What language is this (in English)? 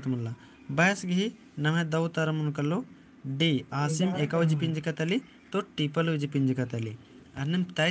Kurukh